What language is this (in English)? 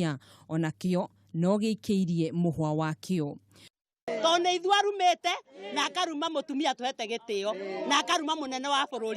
Kikuyu